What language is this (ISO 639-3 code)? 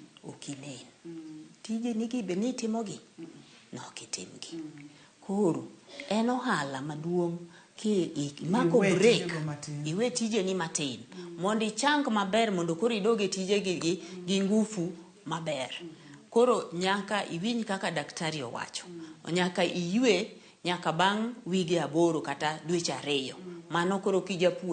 luo